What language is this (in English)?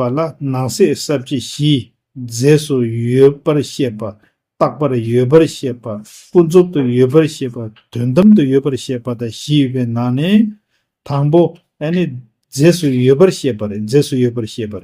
Tibetan